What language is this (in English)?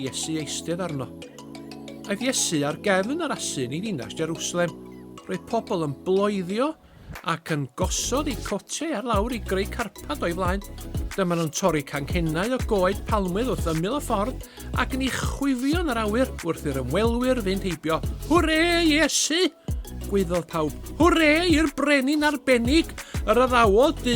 Welsh